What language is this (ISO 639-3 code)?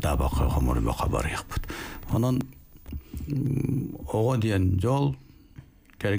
sah